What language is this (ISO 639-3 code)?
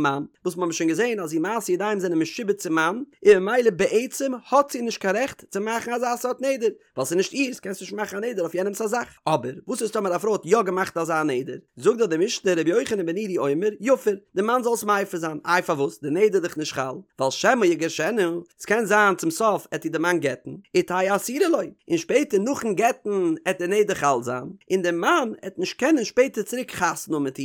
yid